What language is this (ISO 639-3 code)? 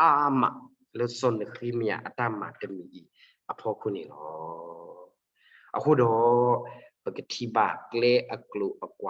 ksw